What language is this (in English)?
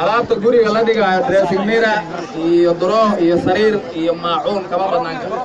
Somali